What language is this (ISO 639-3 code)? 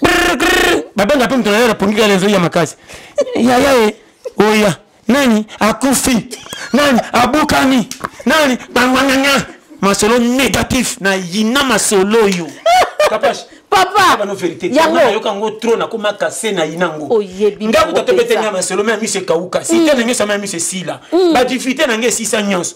lin